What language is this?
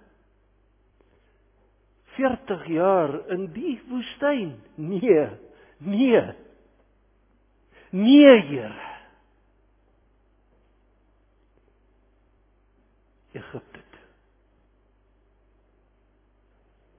Afrikaans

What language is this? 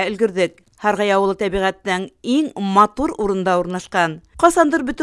Bashkir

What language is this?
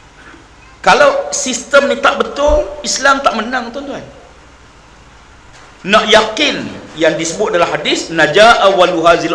Malay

